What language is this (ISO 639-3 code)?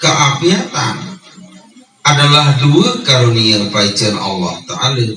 sas